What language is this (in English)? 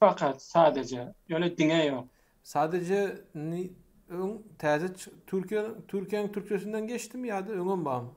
Turkmen